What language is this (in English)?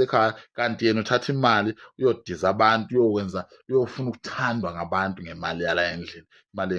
Zulu